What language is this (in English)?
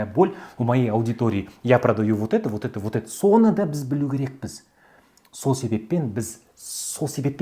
Kazakh